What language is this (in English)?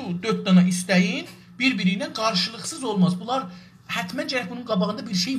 South Azerbaijani